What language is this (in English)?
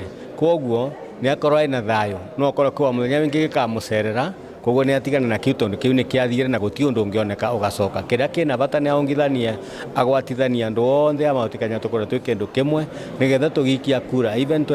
Meru